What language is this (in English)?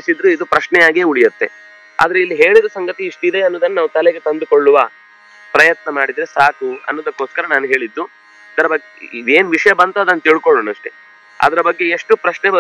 Kannada